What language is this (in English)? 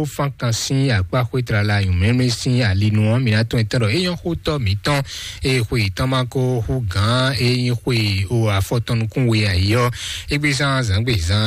Fon